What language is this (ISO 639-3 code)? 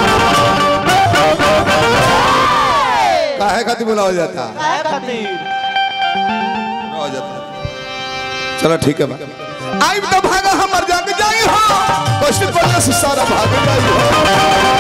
bho